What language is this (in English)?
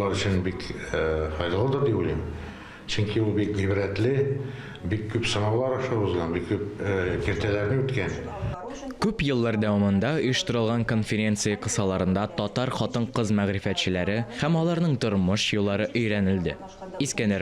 Tatar